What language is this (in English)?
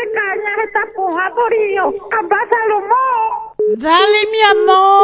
Guarani